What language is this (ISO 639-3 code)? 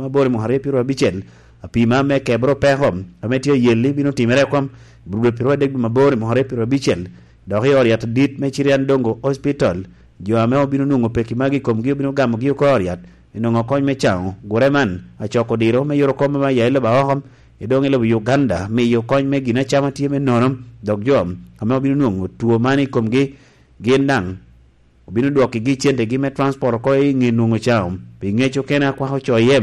laj